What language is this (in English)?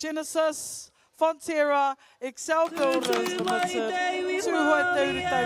Māori